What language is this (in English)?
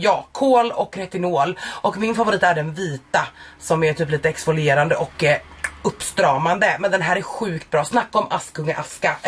Swedish